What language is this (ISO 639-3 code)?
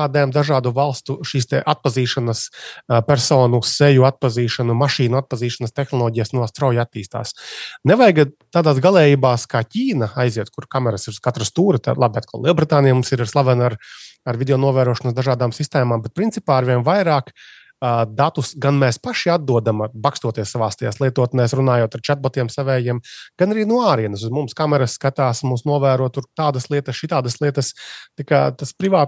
lav